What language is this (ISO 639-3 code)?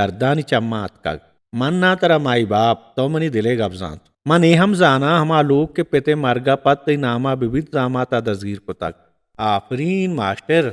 bal